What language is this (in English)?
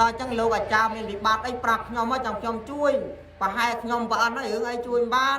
Khmer